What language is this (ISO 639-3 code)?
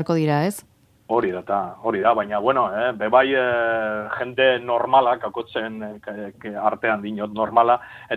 eus